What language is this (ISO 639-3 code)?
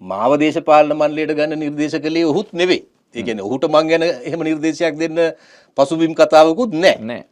sin